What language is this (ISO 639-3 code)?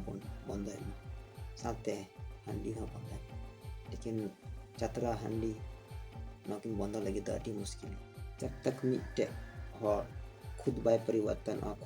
sat